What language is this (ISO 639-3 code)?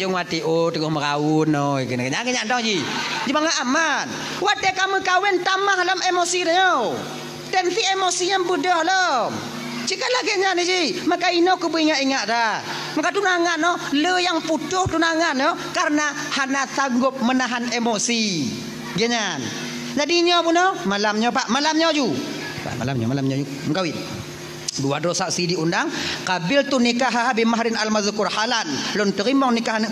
ace